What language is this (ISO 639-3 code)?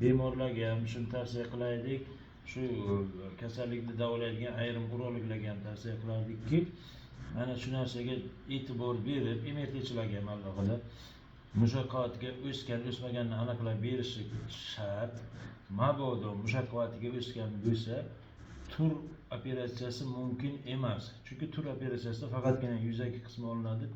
uzb